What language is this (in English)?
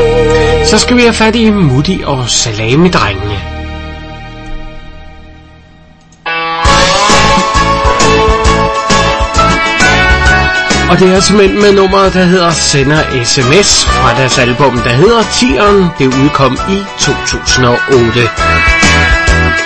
Danish